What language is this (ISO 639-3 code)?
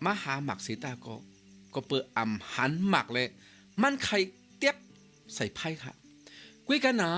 shn